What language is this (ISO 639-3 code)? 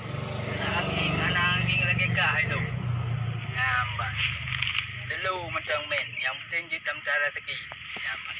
ace